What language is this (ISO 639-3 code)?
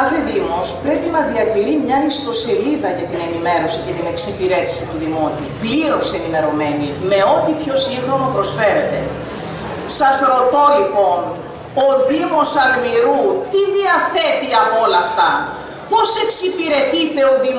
ell